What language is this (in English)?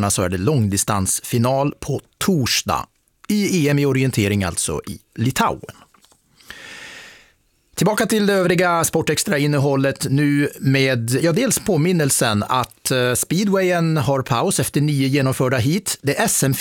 Swedish